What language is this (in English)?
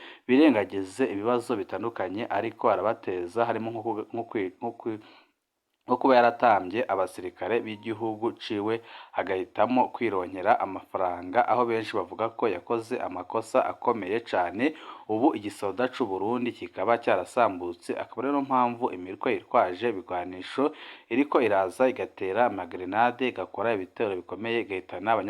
Rundi